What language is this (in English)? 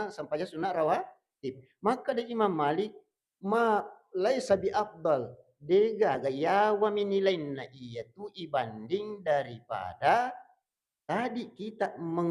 Buginese